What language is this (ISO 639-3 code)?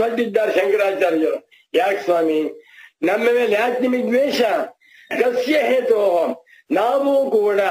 kan